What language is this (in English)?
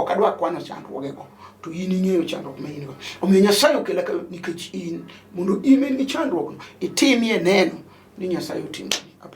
Luo (Kenya and Tanzania)